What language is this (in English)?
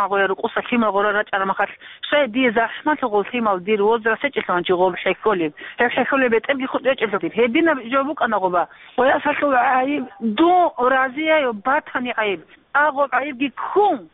Avaric